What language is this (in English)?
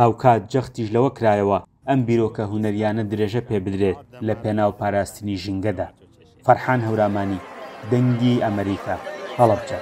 Central Kurdish